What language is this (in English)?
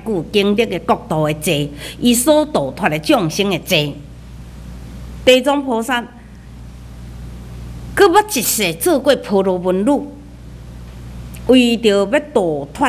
Min Nan Chinese